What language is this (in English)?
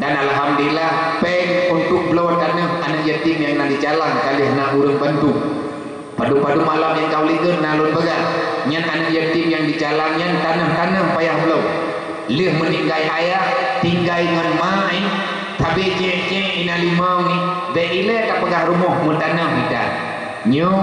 Achinese